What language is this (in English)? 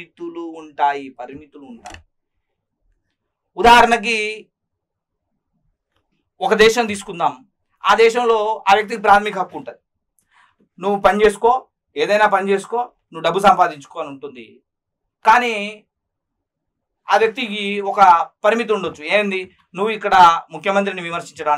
Telugu